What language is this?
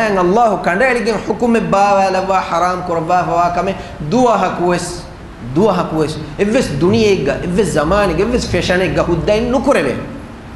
Divehi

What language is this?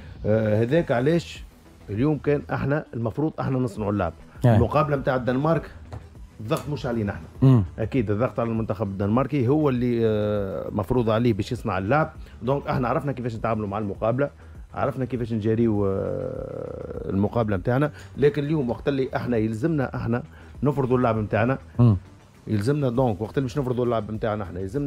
Tunisian Arabic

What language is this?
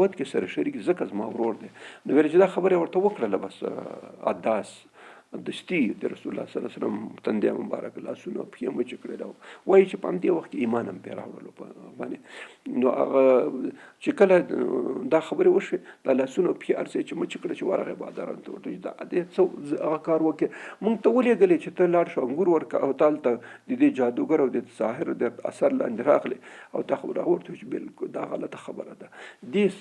Pashto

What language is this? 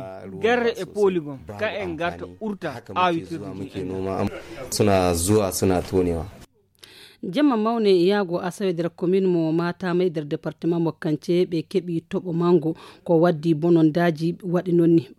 Nigerian Fulfulde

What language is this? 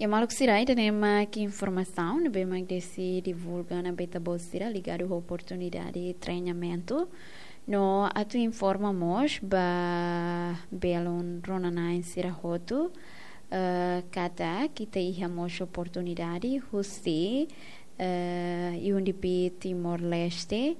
Tetum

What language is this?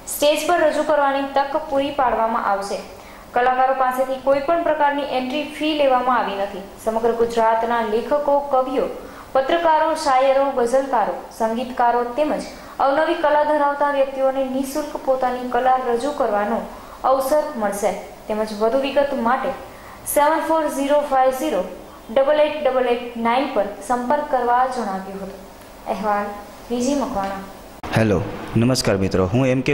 Gujarati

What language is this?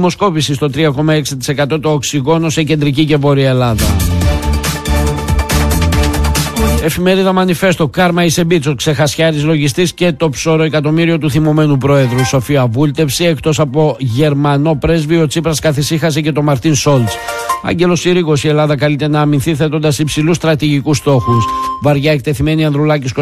Greek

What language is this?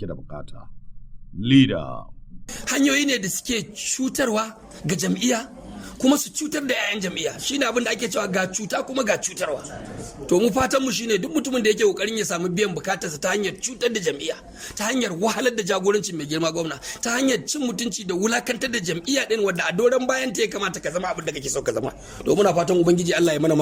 Hausa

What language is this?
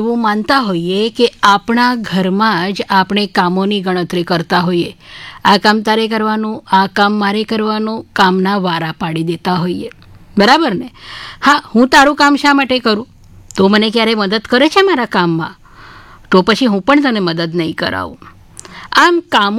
Gujarati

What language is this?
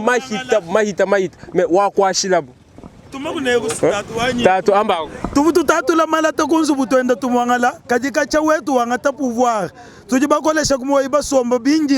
Luba-Lulua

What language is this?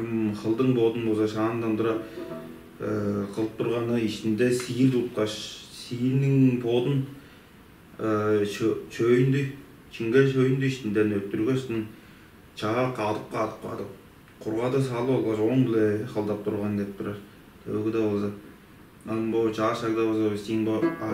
Tuvinian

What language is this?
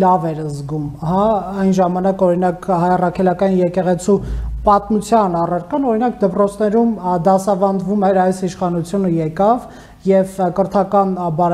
Armenian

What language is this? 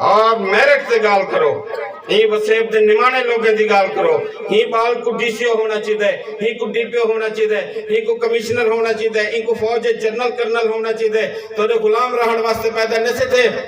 Saraiki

